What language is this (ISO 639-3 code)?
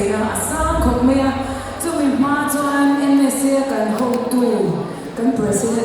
lus